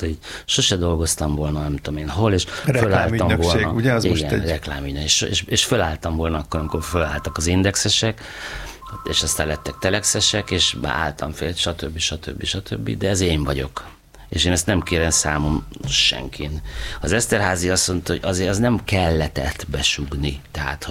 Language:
Hungarian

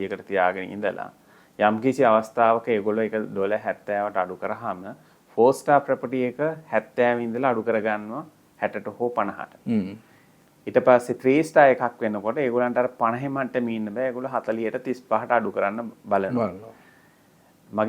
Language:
Sinhala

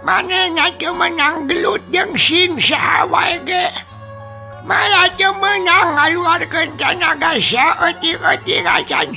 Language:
Sundanese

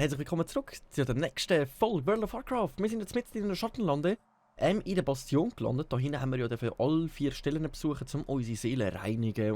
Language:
Swiss German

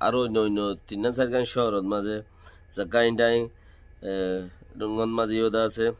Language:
Rohingya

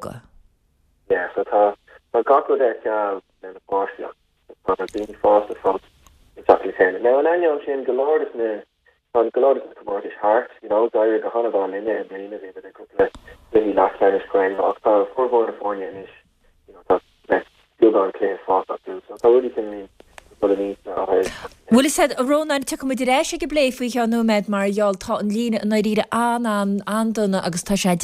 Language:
Irish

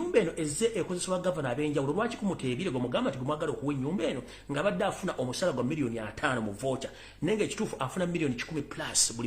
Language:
Ganda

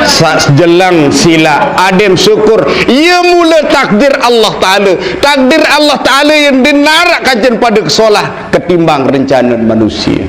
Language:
Sasak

